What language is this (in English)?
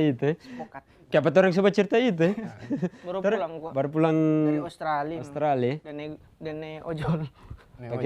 Manado Malay